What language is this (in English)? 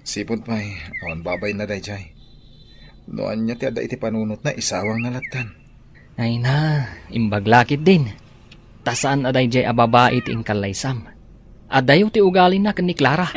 Iloko